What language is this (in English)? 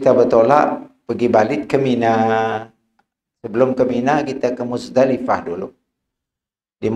Malay